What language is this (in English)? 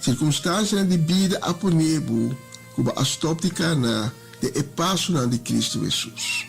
Papiamento